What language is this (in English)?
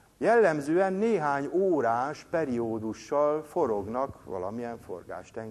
Hungarian